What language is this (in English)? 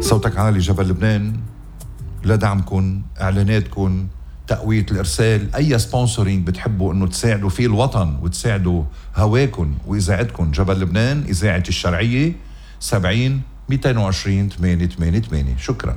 North Levantine Arabic